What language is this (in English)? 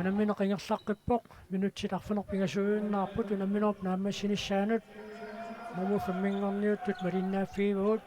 Kalaallisut